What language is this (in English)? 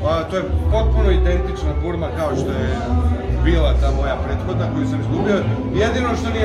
Serbian